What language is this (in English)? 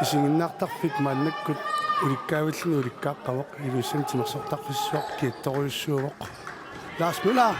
Kalaallisut